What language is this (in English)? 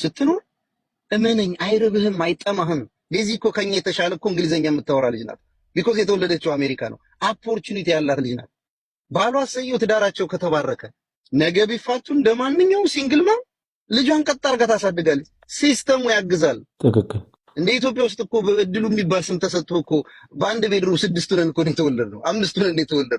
Amharic